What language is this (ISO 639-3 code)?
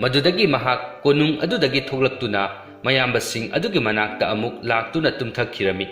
mni